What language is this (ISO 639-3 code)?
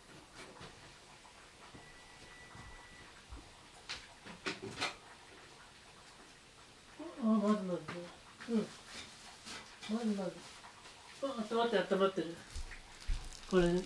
jpn